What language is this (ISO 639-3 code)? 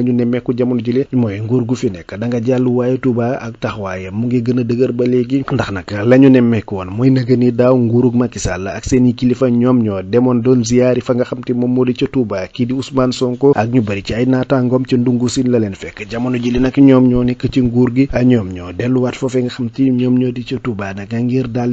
wol